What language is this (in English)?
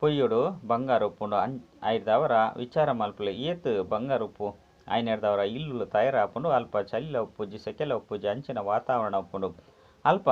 Tulu